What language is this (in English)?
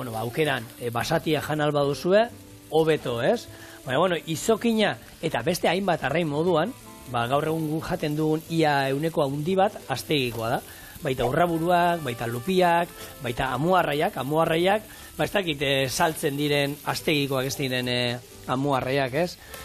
Basque